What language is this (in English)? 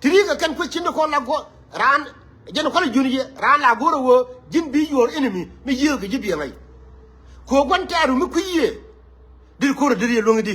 Nuer